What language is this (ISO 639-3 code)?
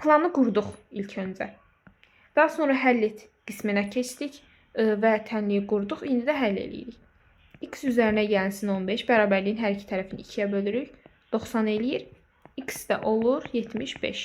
aze